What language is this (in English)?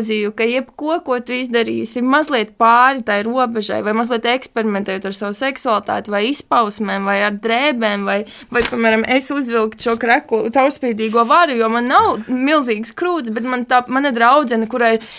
Latvian